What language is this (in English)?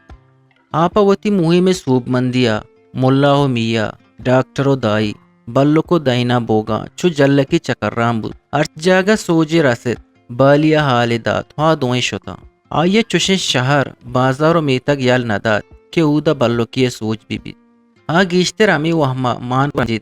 Eastern Balochi